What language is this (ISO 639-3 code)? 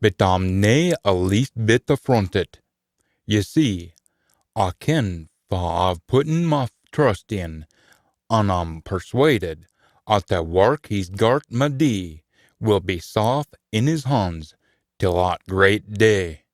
sco